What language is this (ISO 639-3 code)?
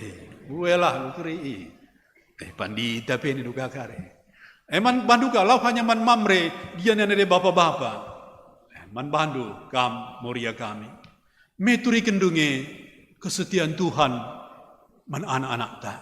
btx